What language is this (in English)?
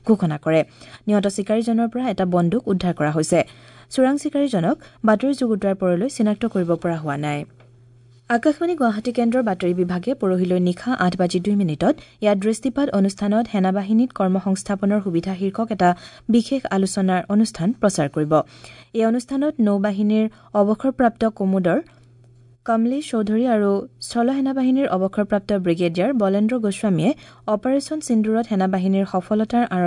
Assamese